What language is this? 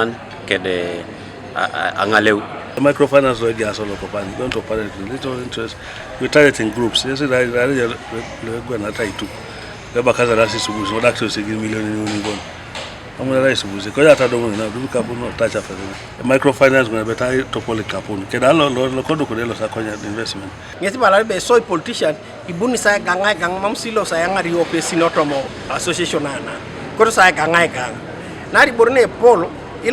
Teso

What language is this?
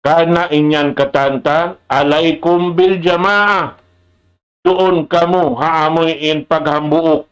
Tausug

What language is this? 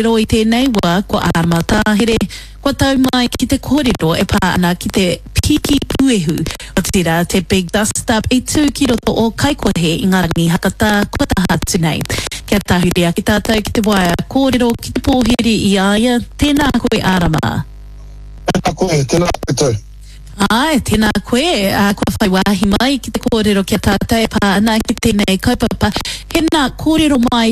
Māori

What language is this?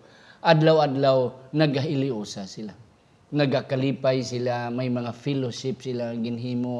Hiligaynon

